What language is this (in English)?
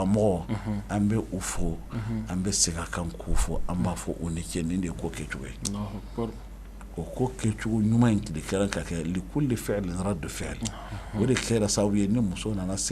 Bambara